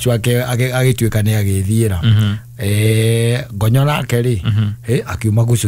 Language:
Kikuyu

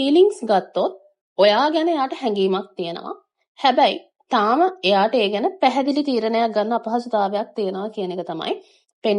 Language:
Sinhala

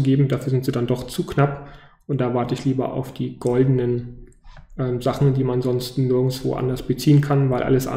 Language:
German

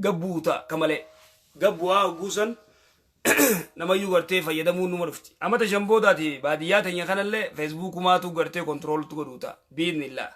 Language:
Oromo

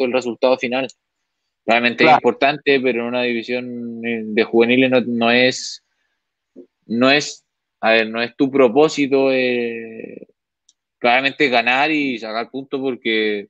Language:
Spanish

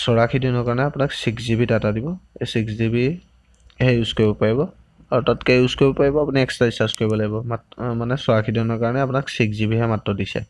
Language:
Assamese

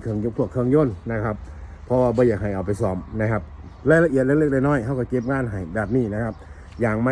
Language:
Northeastern Thai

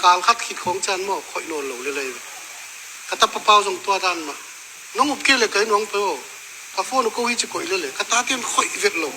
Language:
Tedim Chin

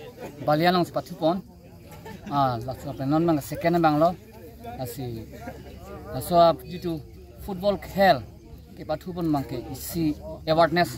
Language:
Karbi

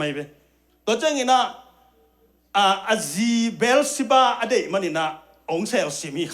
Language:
Tedim Chin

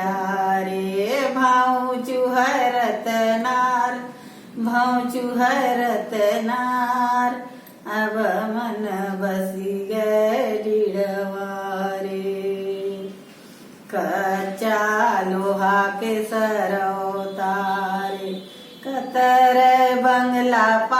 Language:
Chhattisgarhi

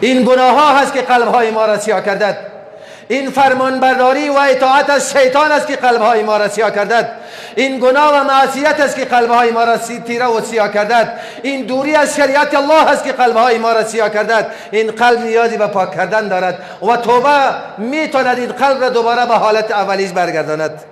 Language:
Persian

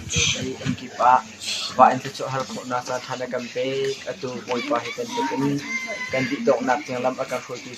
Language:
Hakha Chin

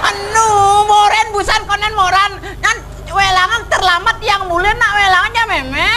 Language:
Balinese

